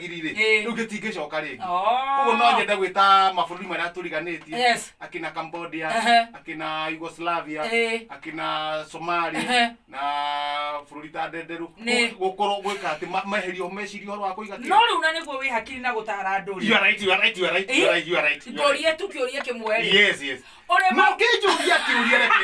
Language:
Kikuyu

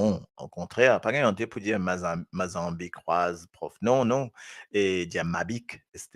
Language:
Morisyen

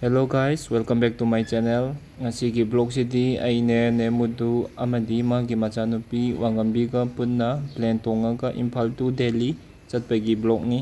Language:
Manipuri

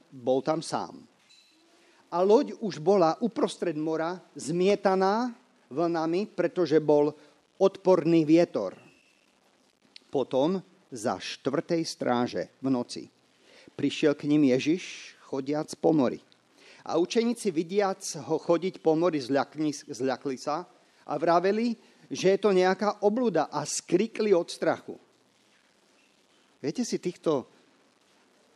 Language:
Slovak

